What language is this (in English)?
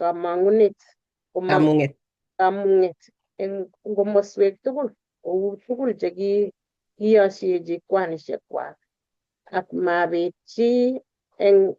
Kalenjin